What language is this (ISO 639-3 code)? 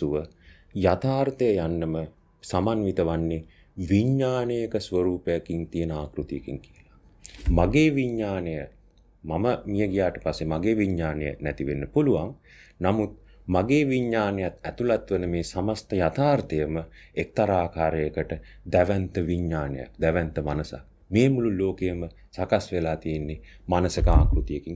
sin